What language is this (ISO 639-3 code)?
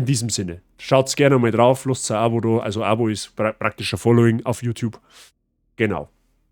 bar